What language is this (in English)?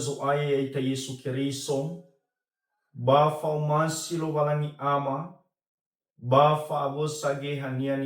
Nias